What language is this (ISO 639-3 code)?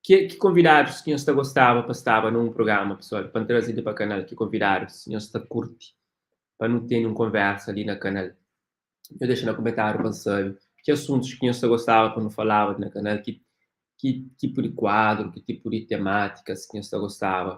kea